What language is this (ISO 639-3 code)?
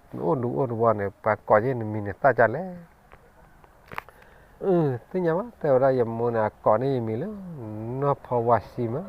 ksw